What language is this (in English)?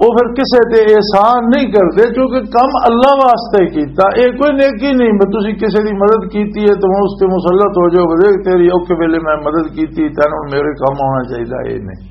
Western Panjabi